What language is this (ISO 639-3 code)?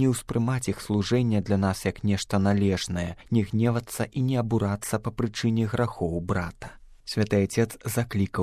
bel